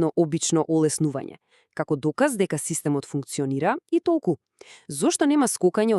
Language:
Macedonian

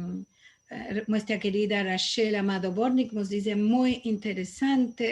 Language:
Ladino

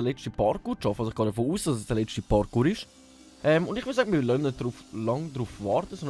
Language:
Swiss German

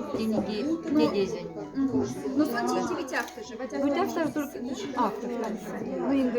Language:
Moksha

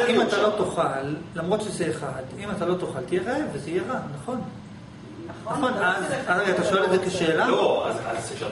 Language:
Hebrew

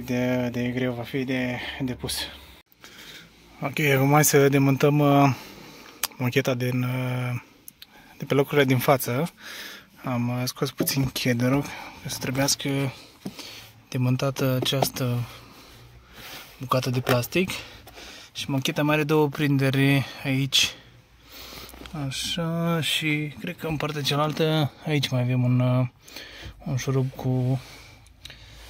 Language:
Romanian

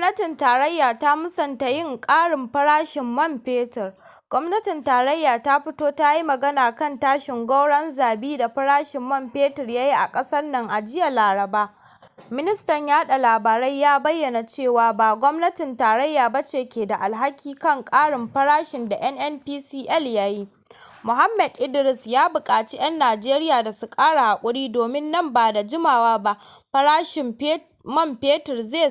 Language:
Hausa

